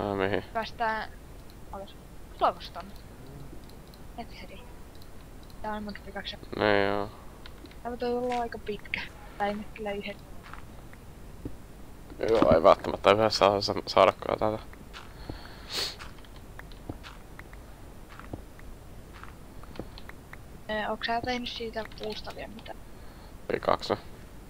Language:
Finnish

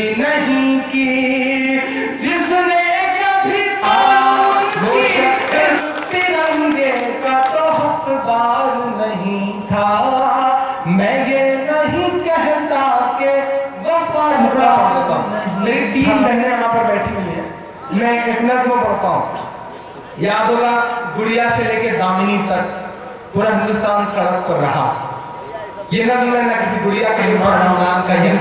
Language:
Urdu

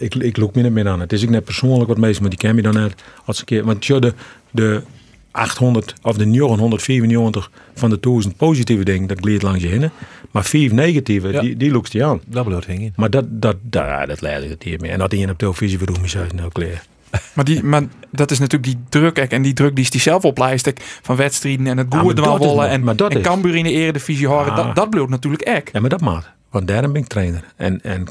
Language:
Western Frisian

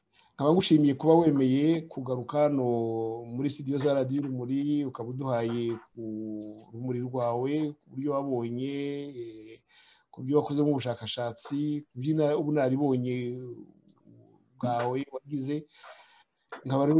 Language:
Kinyarwanda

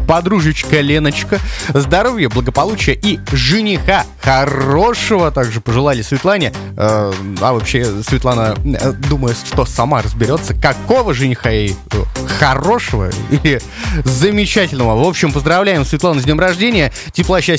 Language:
Russian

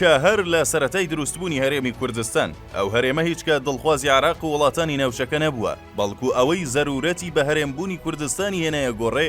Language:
Central Kurdish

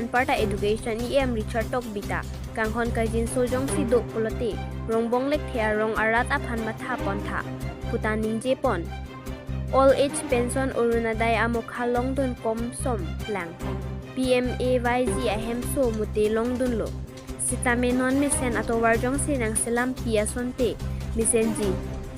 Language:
Karbi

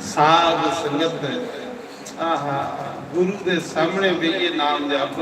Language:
Dogri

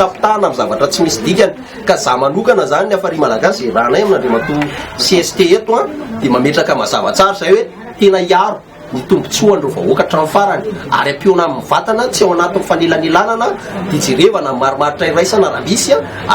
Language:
Malagasy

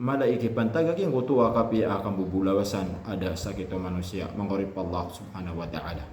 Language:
Maranao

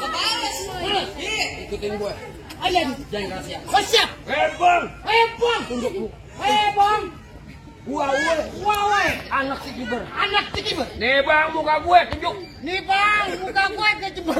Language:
Betawi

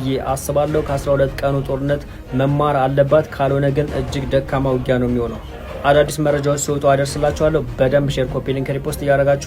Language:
Amharic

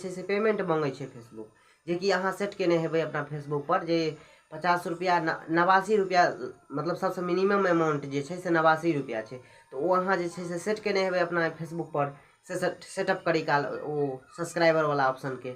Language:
Maithili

